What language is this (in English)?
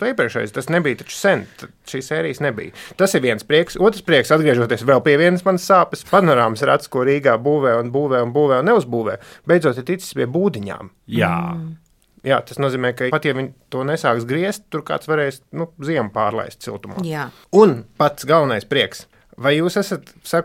Latvian